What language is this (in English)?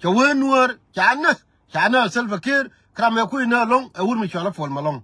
Nuer